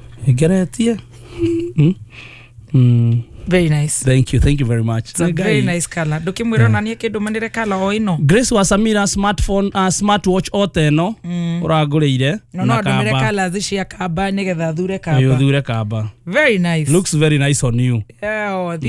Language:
Kikuyu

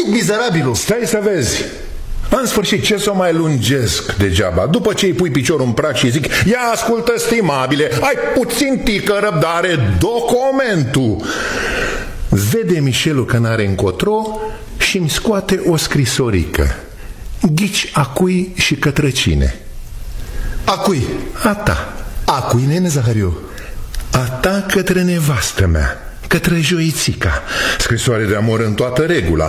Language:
Romanian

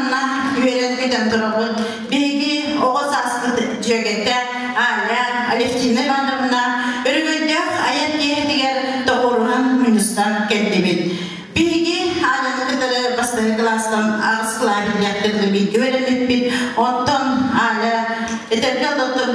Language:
Yakut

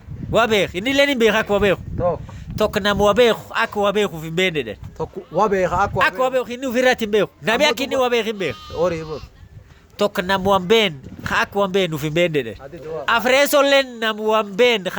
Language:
Oromo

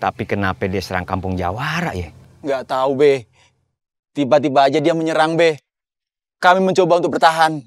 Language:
Betawi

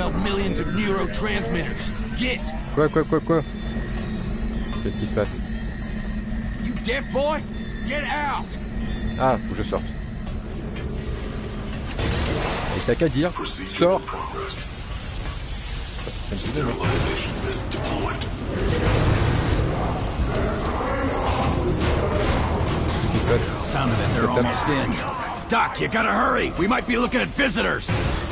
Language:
French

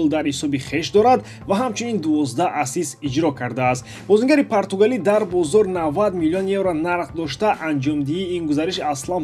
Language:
Tajik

